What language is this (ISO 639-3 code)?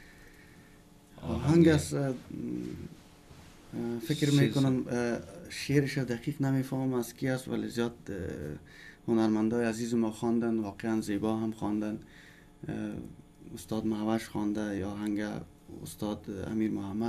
fas